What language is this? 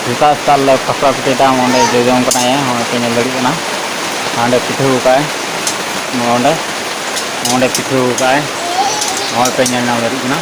Santali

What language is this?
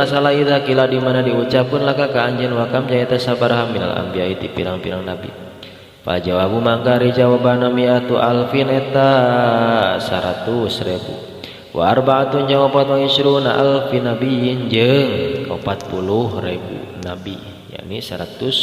Sundanese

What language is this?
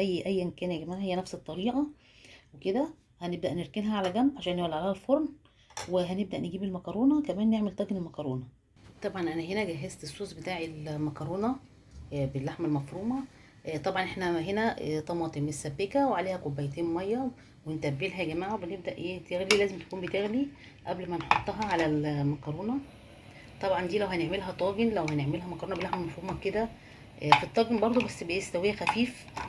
Egyptian Arabic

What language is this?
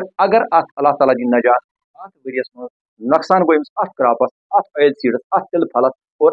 Kashmiri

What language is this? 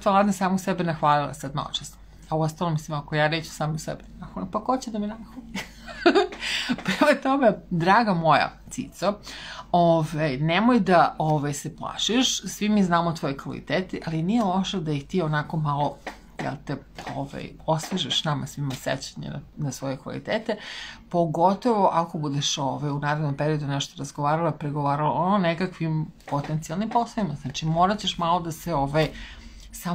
Serbian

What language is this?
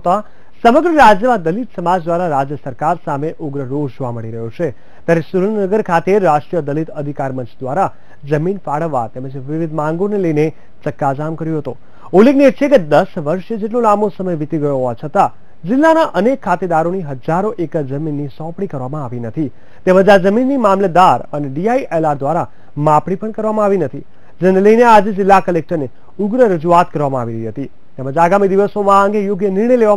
Gujarati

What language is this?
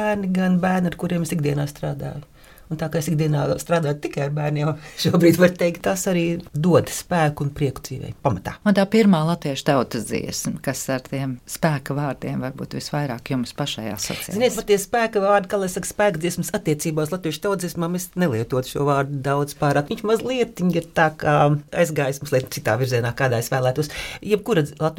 Latvian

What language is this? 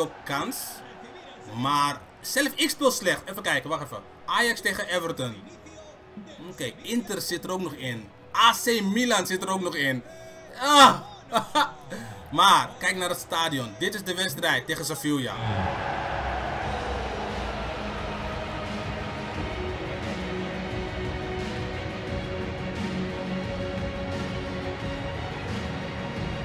Dutch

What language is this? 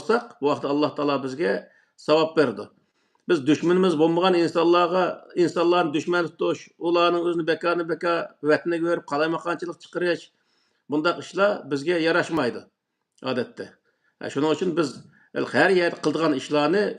Uyghur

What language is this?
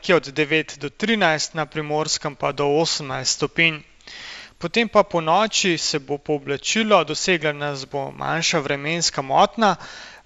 Slovenian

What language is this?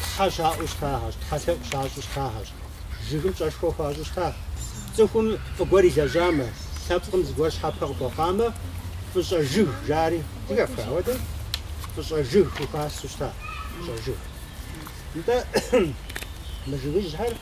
Kabardian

